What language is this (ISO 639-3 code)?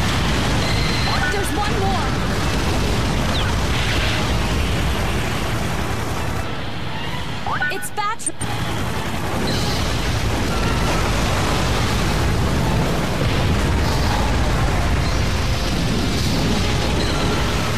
eng